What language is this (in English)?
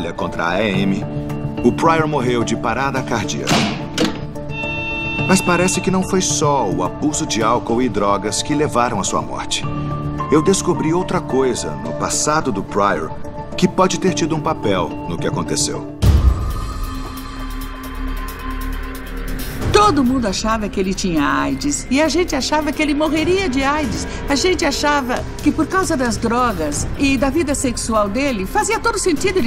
Portuguese